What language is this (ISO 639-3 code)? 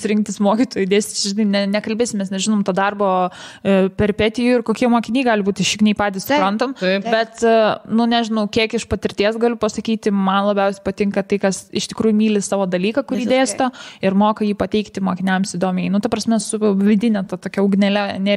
lit